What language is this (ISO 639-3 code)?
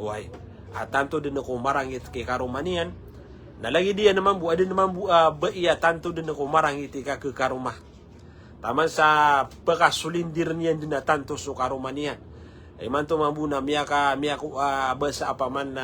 mrw